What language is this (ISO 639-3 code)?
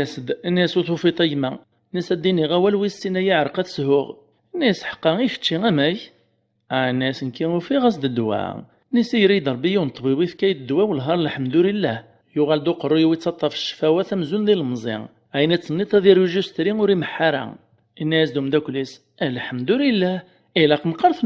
kab